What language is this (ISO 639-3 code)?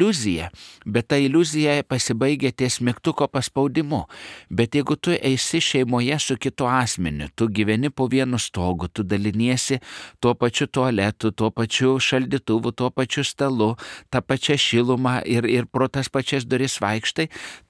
lit